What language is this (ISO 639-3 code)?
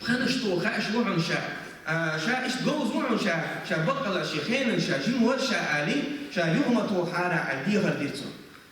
che